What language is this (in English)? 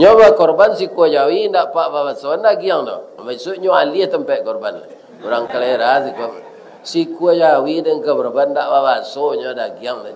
Minangkabau